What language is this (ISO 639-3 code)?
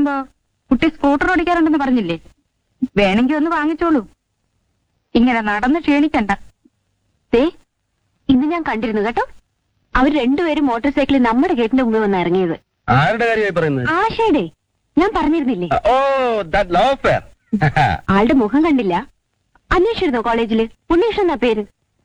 mal